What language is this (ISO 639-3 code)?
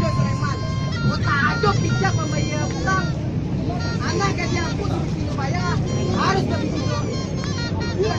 min